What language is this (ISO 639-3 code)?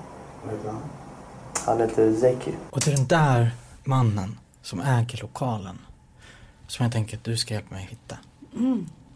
swe